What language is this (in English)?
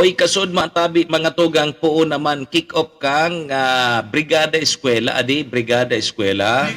Bikol